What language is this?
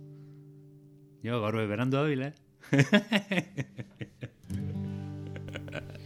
Basque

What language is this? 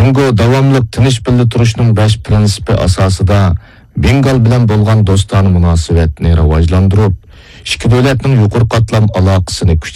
Uyghur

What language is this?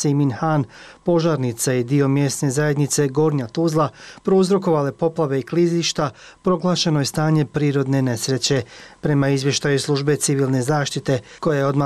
Bosnian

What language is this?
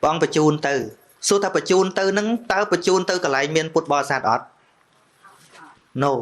Khmer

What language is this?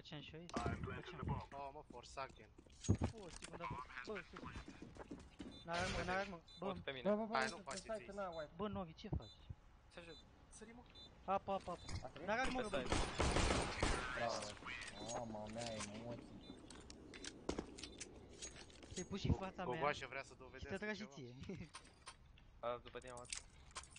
Romanian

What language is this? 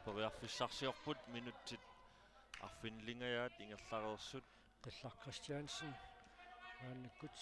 Kalaallisut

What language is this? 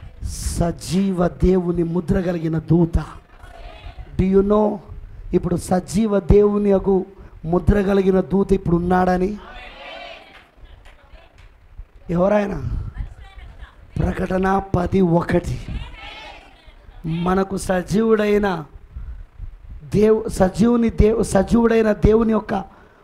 Telugu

